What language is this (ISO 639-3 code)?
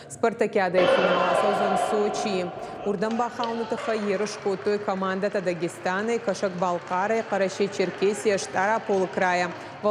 oss